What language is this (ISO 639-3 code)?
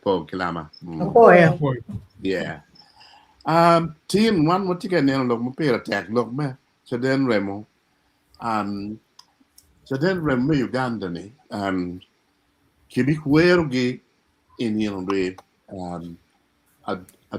ach